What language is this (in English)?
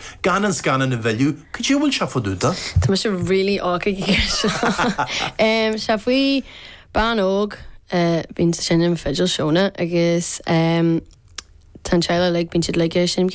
Irish